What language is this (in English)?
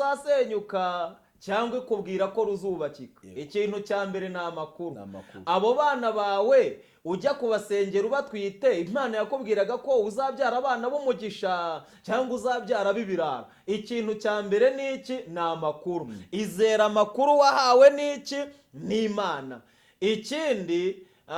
Kinyarwanda